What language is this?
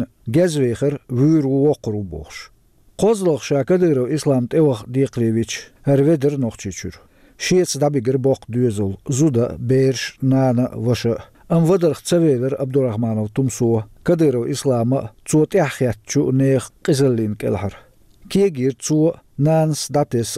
Chechen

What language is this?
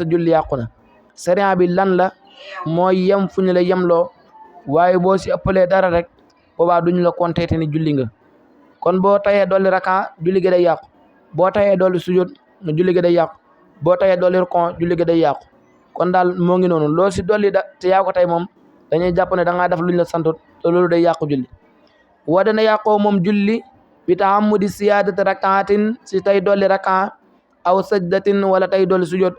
Wolof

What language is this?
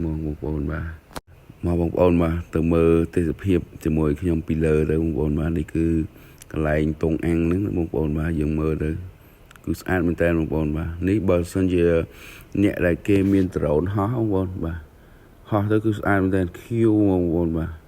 Khmer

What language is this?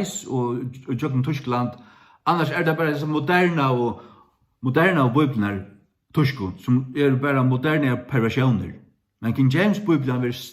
Faroese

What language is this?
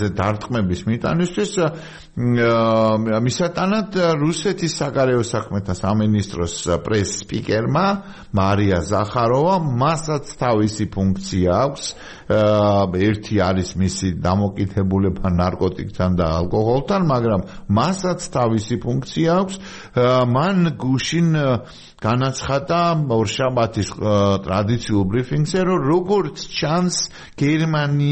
Georgian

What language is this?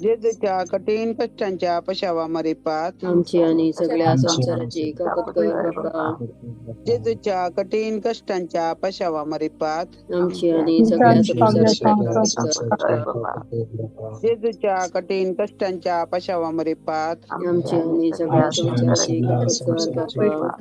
Konkani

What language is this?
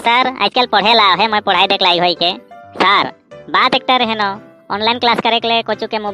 Sadri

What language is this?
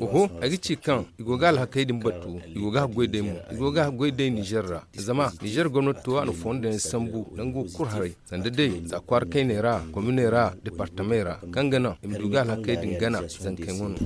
Zarma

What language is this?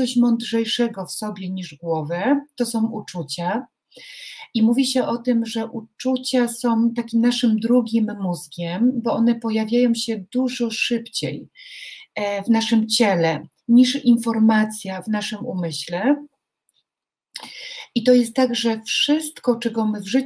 Polish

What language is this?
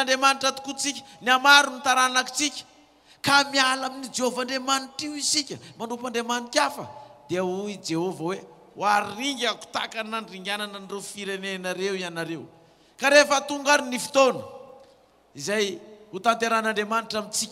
Malagasy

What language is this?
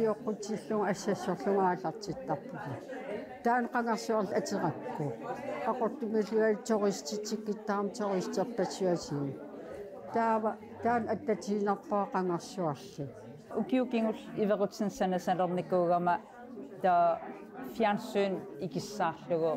Kalaallisut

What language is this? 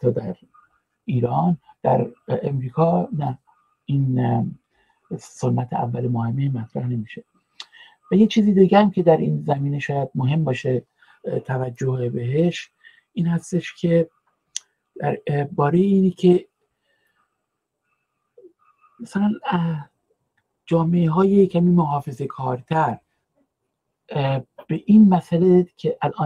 Persian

